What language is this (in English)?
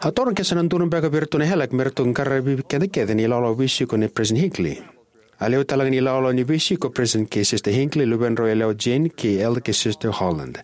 Fijian